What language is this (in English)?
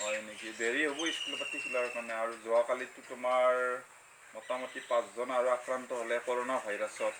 Assamese